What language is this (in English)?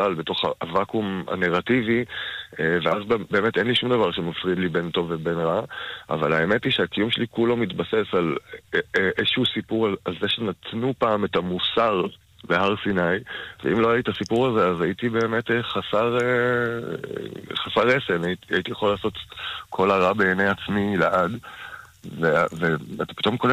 Hebrew